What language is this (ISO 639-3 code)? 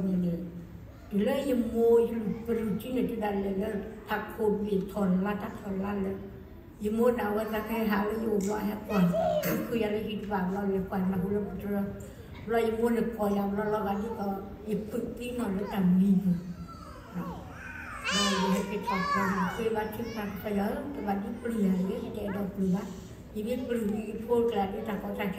ksw